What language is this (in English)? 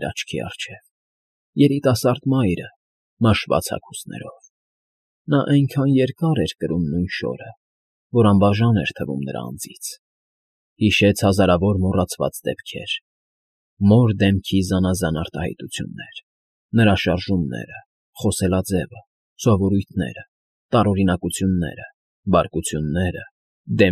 Armenian